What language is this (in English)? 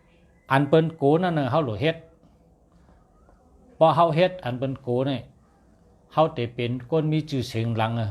Shan